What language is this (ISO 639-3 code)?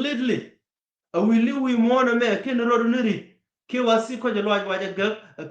nus